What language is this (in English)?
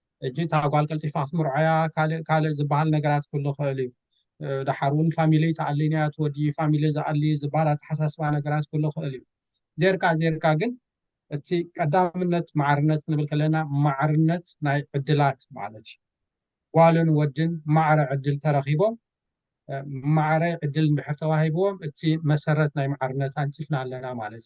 Tigrinya